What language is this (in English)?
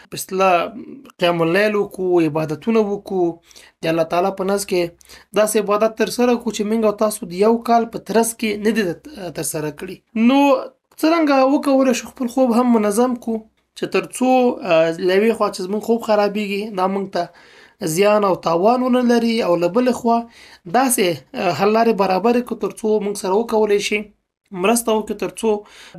Pashto